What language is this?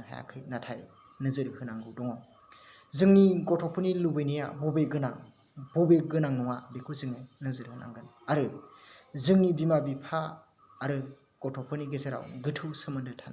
Bodo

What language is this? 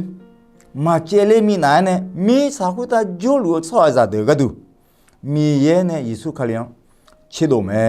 Akha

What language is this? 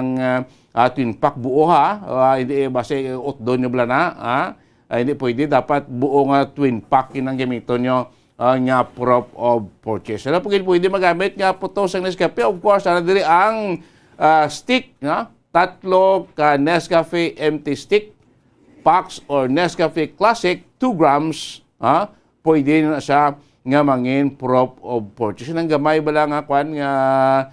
Hiligaynon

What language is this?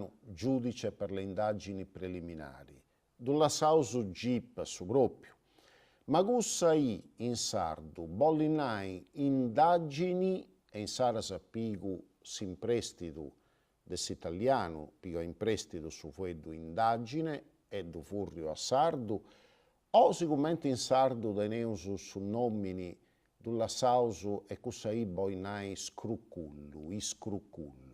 Sardinian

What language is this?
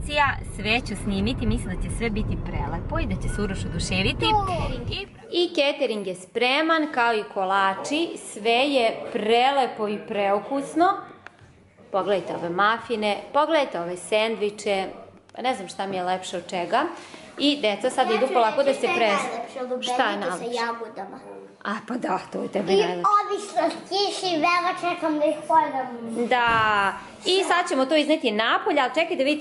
Serbian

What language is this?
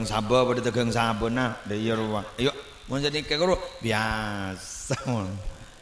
Madurese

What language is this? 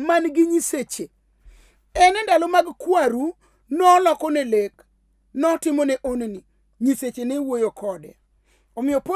Luo (Kenya and Tanzania)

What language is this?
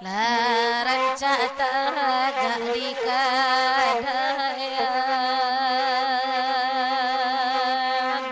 Minangkabau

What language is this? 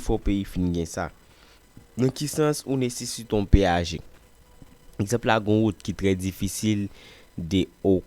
Haitian Creole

